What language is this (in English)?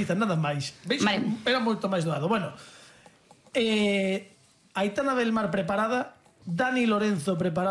Galician